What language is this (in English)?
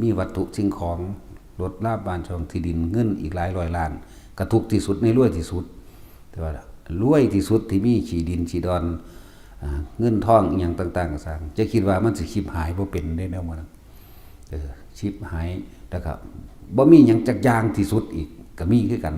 Northeastern Thai